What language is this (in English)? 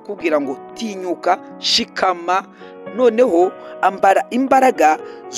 Kinyarwanda